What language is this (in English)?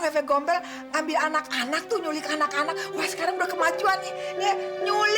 Betawi